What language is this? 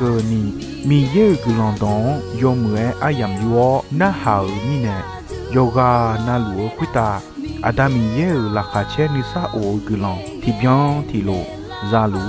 Akha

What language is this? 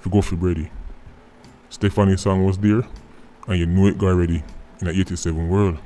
Jamaican Creole English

